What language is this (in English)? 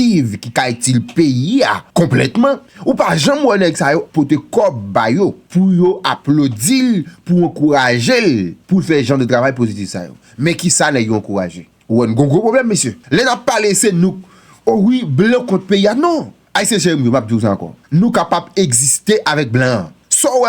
Haitian Creole